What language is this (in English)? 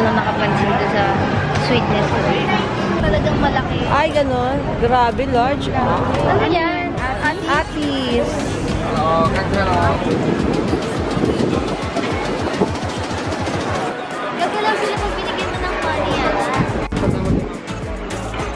Filipino